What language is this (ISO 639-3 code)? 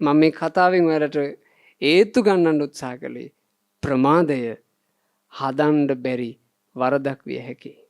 sin